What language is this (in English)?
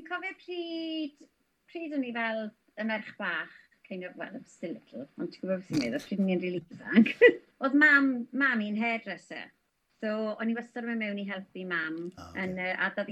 Welsh